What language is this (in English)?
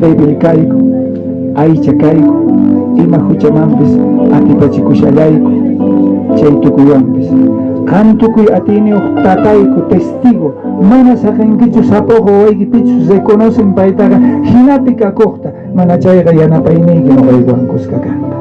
South Bolivian Quechua